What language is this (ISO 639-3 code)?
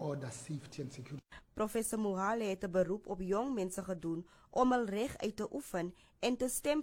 afr